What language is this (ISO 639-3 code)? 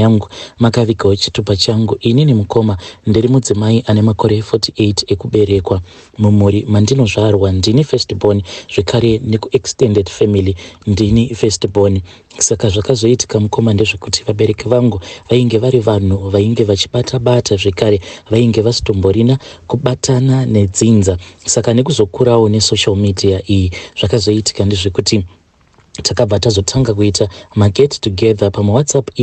sna